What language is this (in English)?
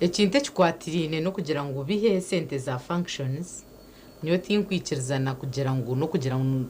Nyankole